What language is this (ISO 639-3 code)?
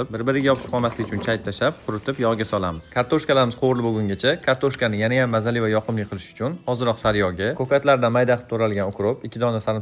uzb